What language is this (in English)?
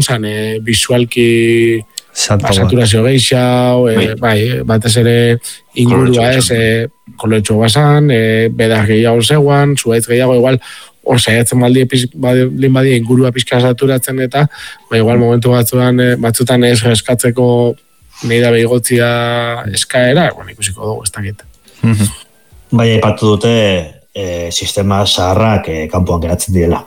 Basque